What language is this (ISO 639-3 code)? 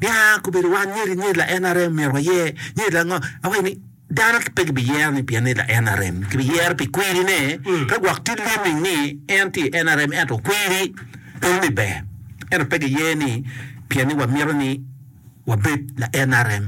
ach